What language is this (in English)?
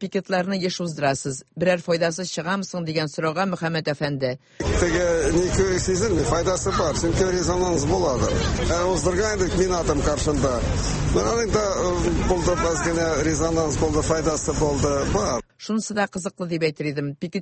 Tatar